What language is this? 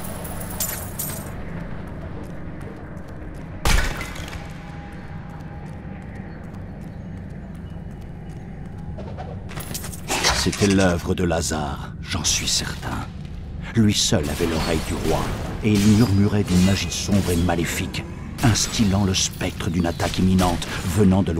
French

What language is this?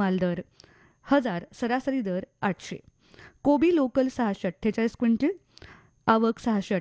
Marathi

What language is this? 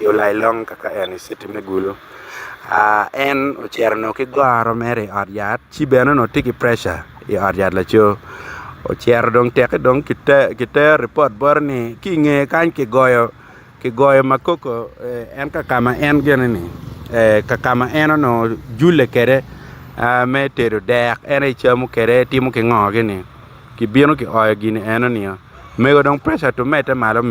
Acoli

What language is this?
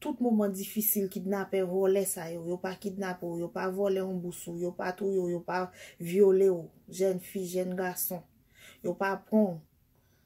Haitian Creole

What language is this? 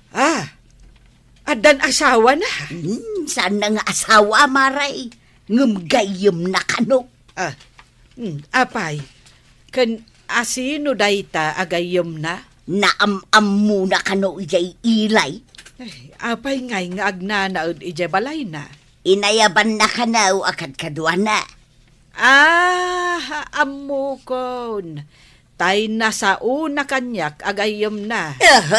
Iloko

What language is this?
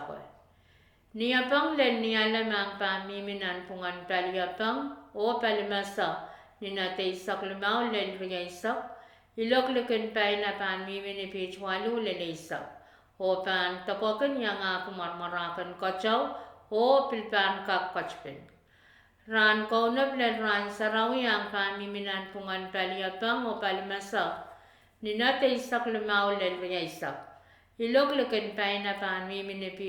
Pohnpeian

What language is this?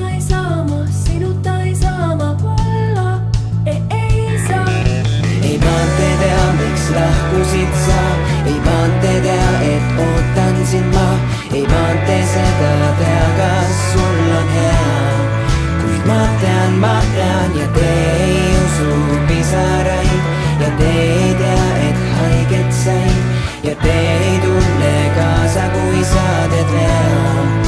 Estonian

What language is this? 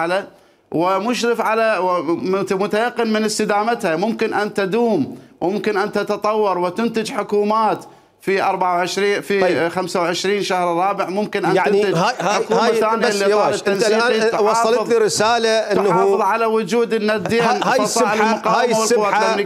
Mesopotamian Arabic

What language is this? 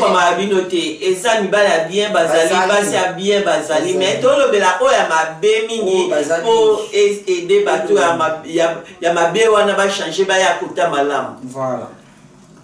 Lingala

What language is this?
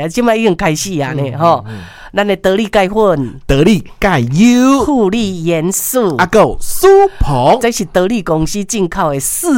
Min Nan Chinese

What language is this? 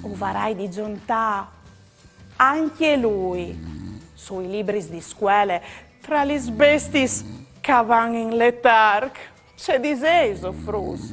Friulian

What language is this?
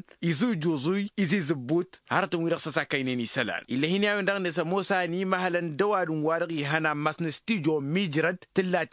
Tamasheq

